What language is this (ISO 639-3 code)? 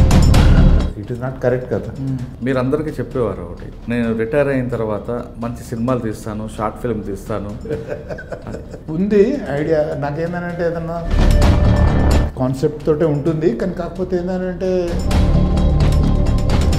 tel